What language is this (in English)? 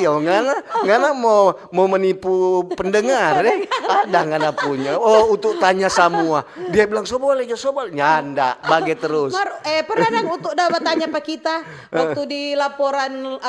Manado Malay